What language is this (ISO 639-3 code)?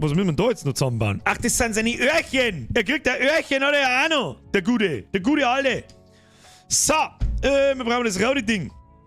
bar